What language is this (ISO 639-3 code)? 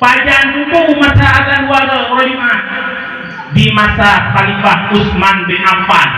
ace